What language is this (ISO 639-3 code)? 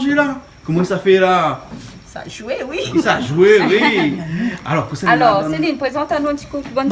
rcf